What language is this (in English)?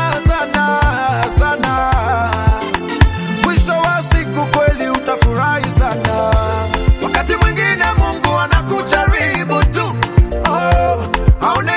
Swahili